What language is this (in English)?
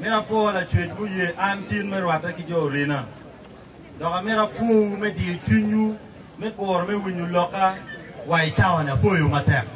Acoli